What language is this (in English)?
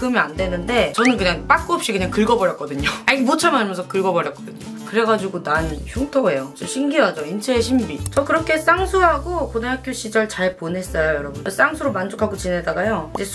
Korean